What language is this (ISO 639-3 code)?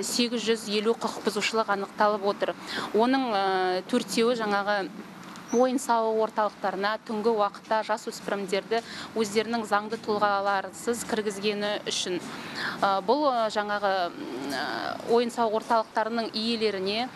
kaz